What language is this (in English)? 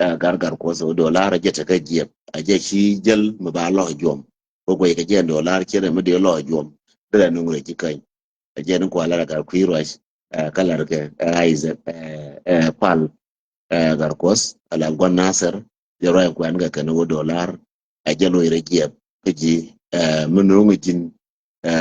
Nuer